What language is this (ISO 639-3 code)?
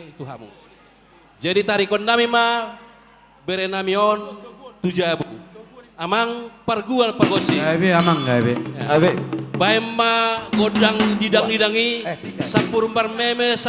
bbc